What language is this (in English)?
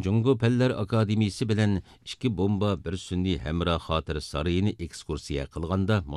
Uyghur